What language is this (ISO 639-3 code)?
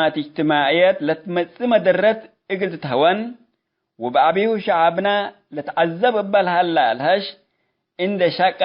tig